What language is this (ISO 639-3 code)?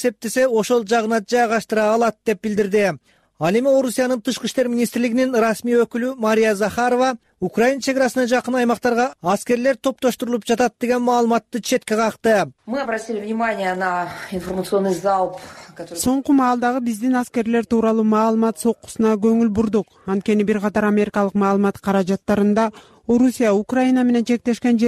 kir